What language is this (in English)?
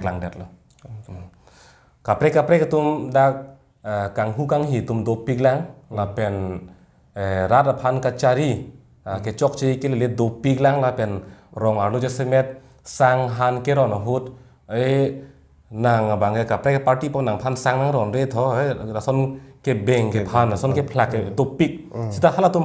Karbi